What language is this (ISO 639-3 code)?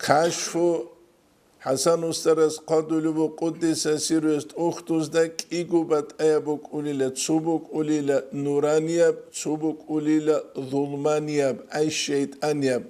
ava